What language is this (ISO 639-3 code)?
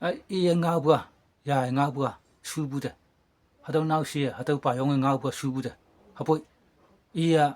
nbe